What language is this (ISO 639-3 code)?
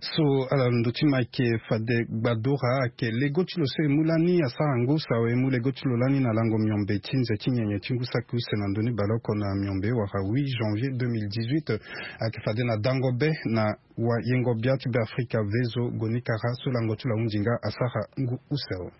sag